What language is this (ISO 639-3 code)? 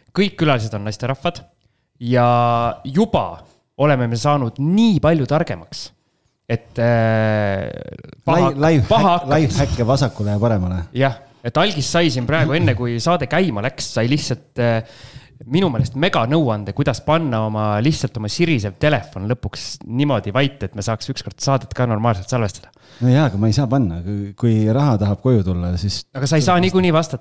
est